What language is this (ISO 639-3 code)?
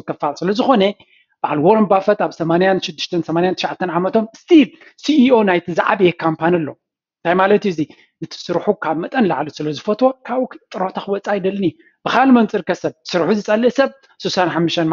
tir